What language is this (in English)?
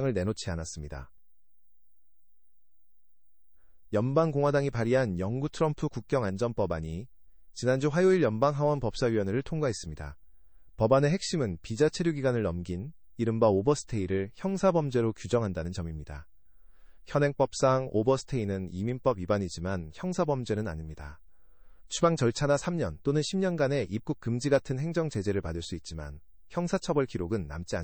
Korean